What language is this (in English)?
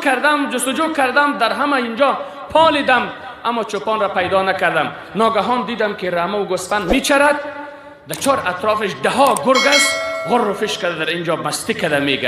Persian